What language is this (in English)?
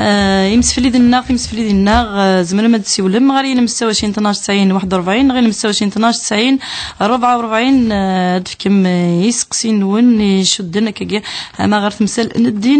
Kabyle